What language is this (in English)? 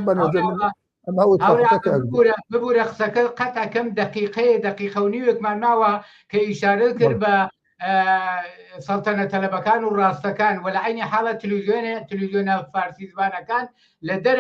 Central Kurdish